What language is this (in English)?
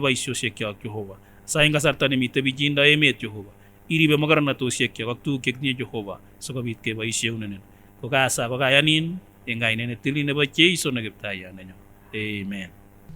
Kipsigis